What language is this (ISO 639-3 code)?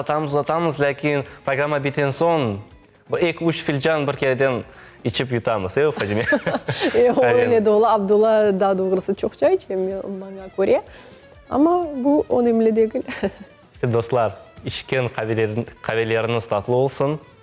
crh